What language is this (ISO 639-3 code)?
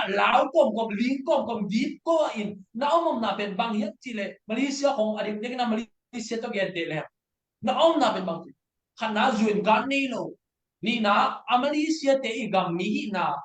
ctd